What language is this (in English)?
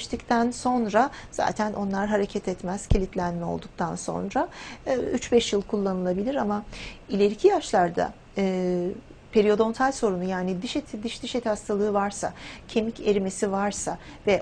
Turkish